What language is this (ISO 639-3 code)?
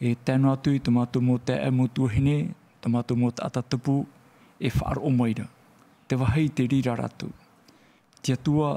tah